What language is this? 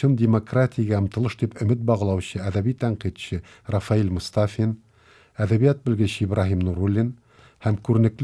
Tatar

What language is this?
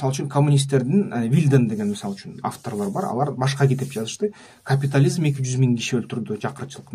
Kyrgyz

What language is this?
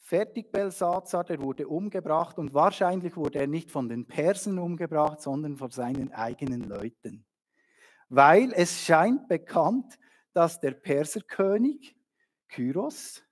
Swiss German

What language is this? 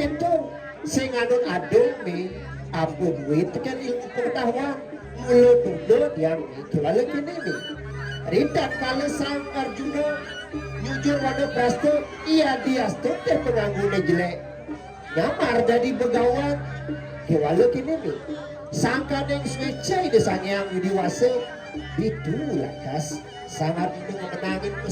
Balinese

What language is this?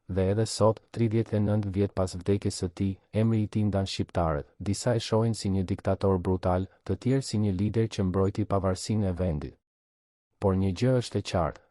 Albanian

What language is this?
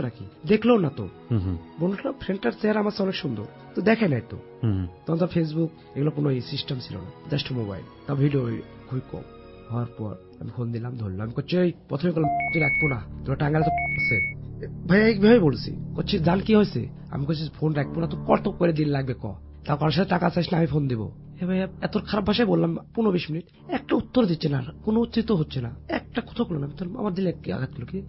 Bangla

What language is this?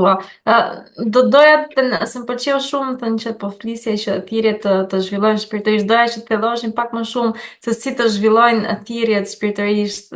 Albanian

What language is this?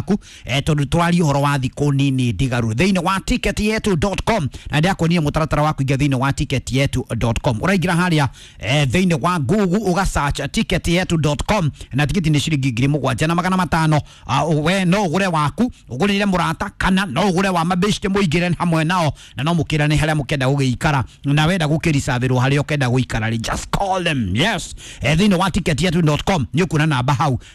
Kikuyu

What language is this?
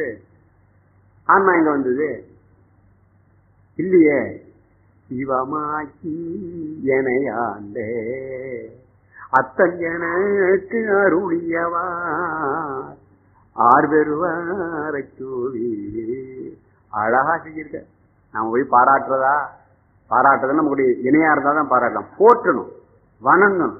Tamil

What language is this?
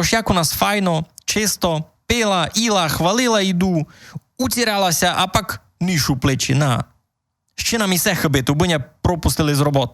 Rusyn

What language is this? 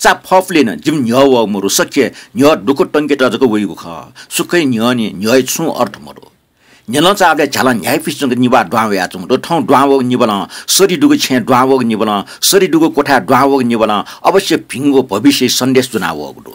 Newari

